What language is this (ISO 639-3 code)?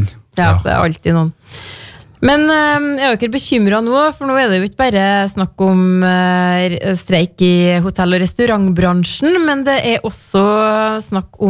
nor